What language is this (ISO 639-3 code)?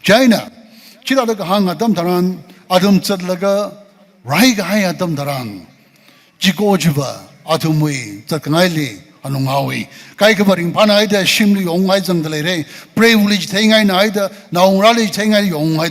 nmf